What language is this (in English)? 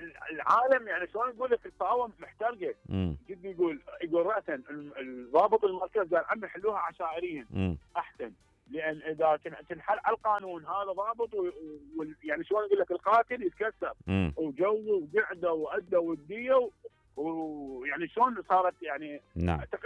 Mesopotamian Arabic